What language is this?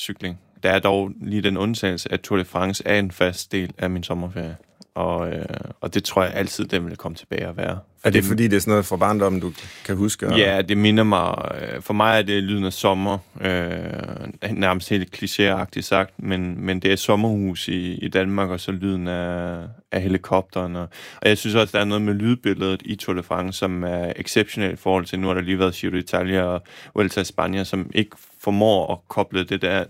Danish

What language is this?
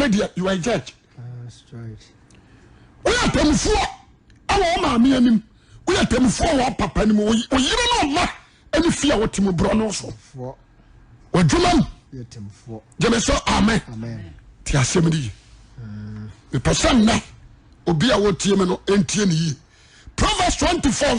Akan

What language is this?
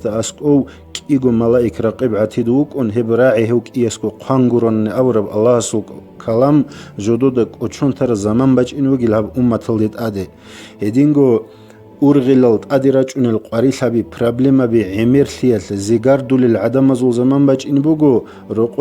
Avaric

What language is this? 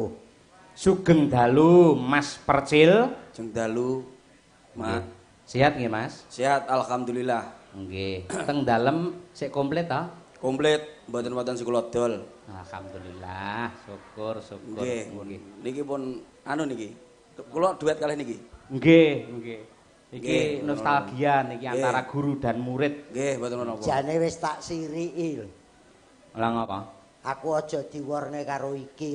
Javanese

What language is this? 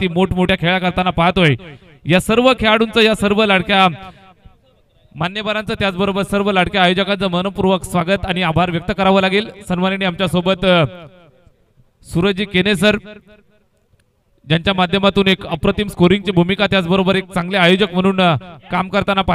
Marathi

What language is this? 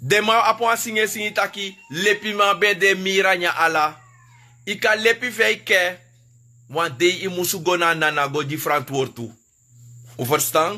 Sranan Tongo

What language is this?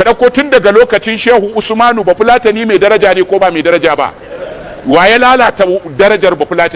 Hausa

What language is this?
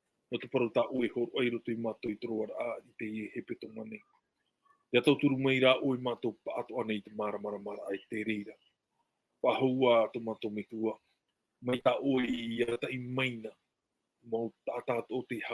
Tahitian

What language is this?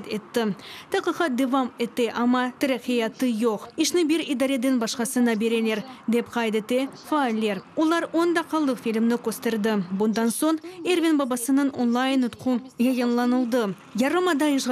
Crimean Tatar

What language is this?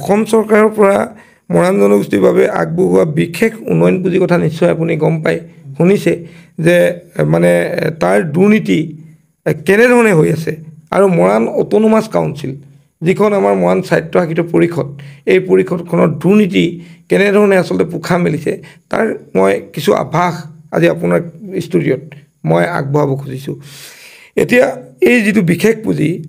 Assamese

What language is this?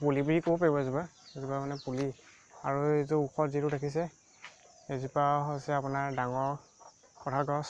Assamese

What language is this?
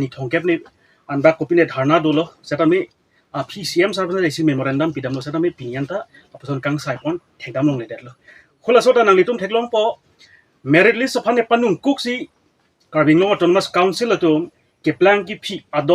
Karbi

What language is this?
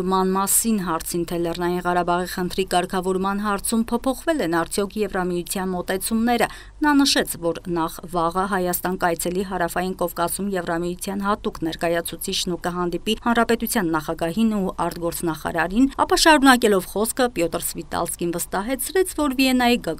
Armenian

